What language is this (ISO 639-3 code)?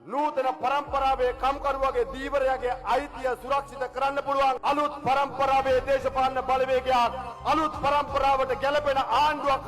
sin